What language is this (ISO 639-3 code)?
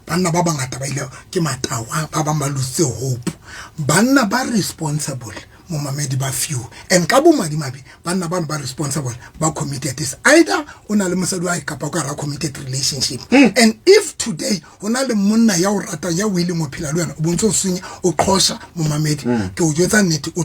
sot